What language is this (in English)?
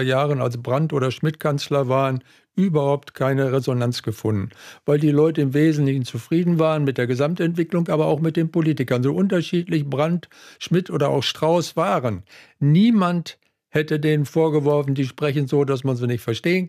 German